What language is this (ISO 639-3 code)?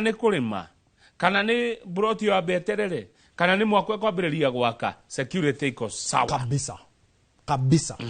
kik